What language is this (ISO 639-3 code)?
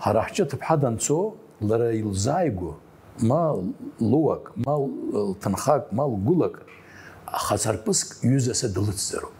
abk